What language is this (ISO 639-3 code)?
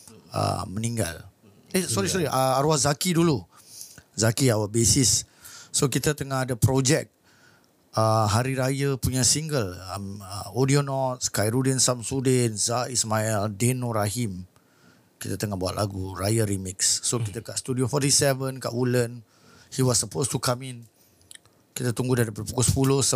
msa